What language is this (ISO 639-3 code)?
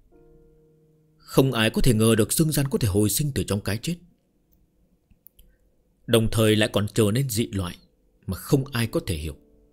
vie